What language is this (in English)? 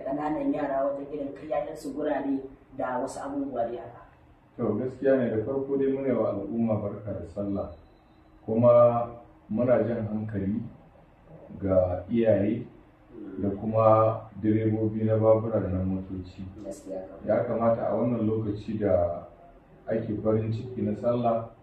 Hausa